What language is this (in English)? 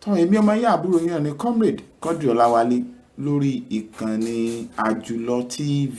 Yoruba